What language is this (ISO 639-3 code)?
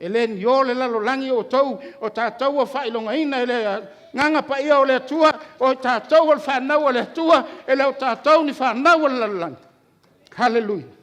smo